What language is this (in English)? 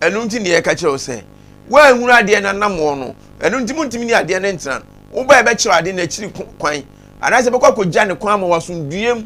Akan